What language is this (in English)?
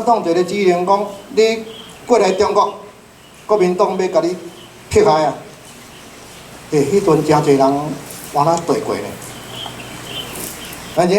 Min Nan Chinese